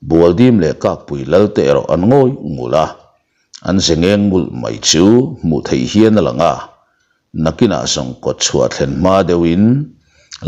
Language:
Mizo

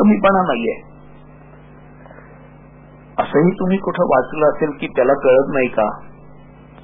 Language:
Marathi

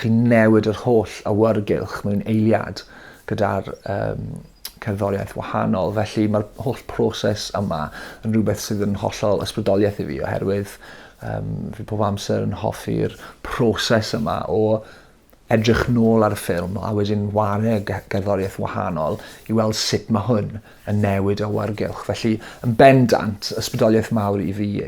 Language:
Welsh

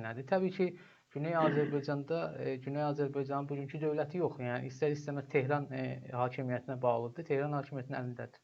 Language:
South Azerbaijani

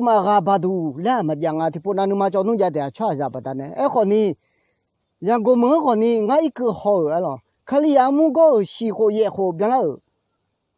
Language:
Akha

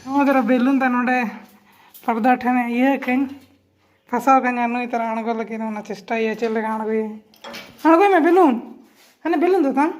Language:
Santali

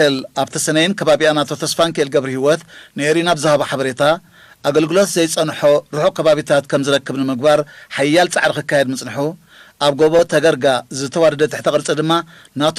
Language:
Tigrinya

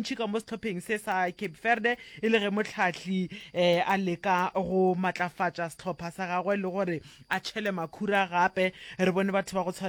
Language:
Northern Sotho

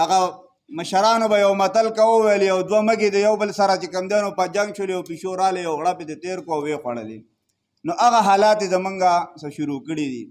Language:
Pashto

